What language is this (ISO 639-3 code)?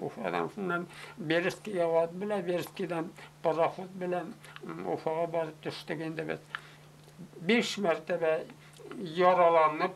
bak